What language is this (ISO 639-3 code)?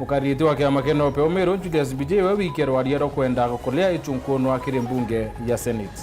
mer